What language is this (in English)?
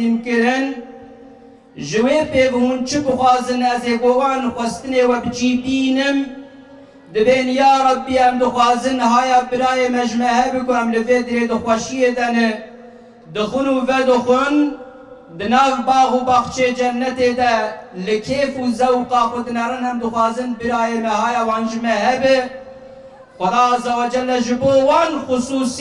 Kurdish